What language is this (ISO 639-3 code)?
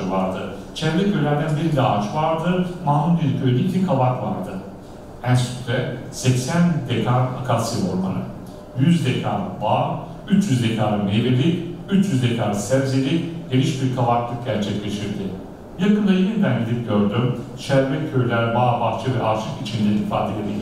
tur